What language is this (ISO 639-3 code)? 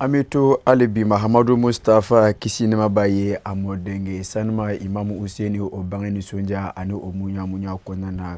bam